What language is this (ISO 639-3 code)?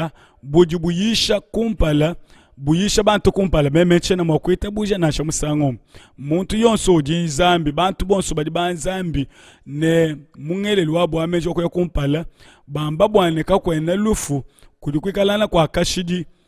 lua